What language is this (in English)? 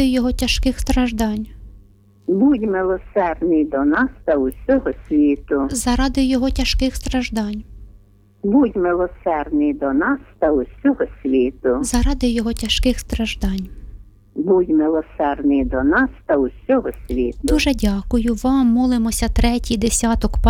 Ukrainian